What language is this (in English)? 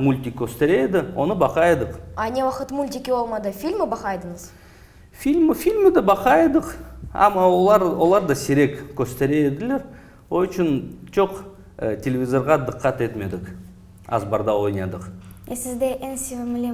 Crimean Tatar